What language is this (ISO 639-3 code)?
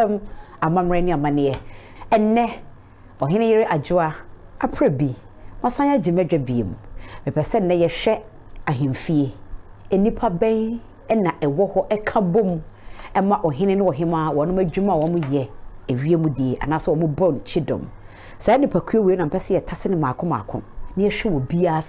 aka